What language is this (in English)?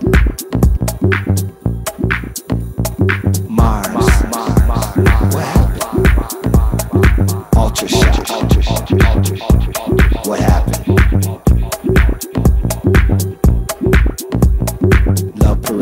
English